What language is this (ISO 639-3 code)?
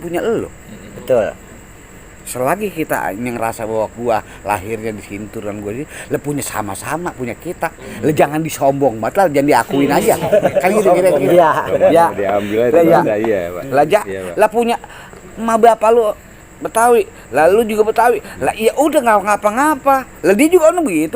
bew